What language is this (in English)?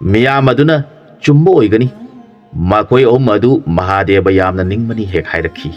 Manipuri